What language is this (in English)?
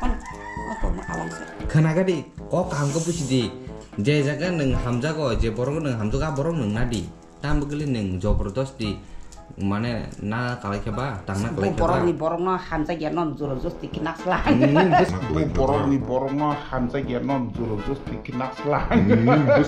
Kok Borok